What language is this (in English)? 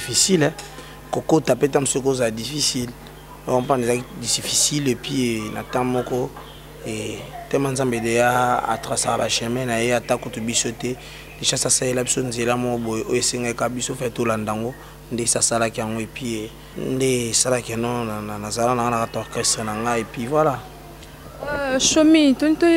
Lingala